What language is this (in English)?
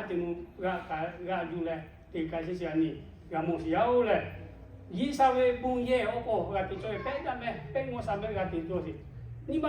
Lahu